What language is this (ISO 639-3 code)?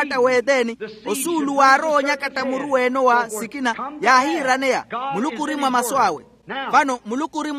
vmw